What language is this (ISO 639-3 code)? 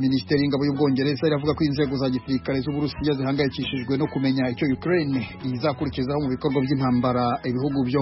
kin